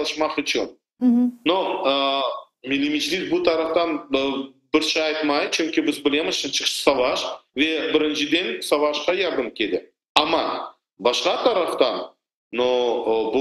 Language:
Crimean Tatar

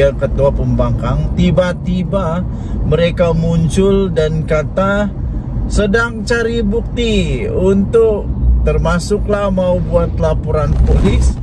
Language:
Malay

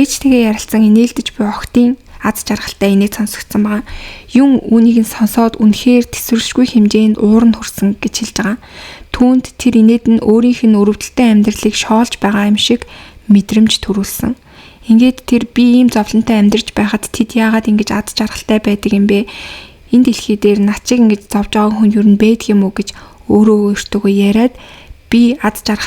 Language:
Mongolian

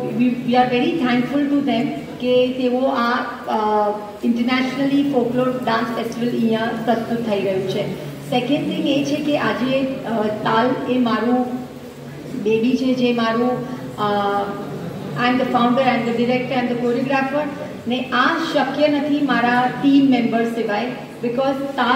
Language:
Gujarati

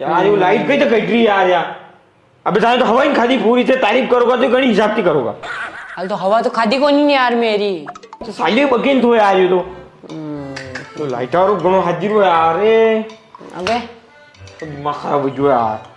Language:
Mewari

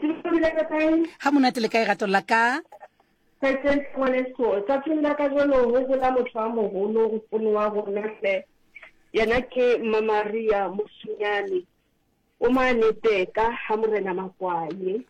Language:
Southern Sotho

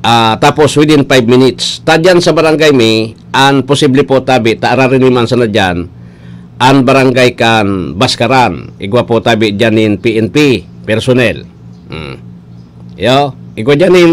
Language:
Bikol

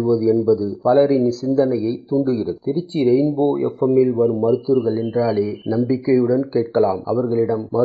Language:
Tamil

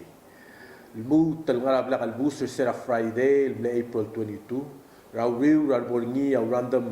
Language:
Palauan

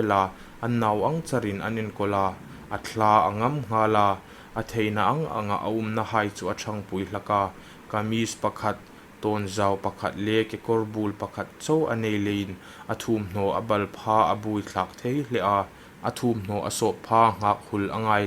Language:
Hmar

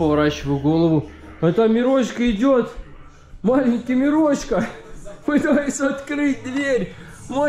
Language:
Russian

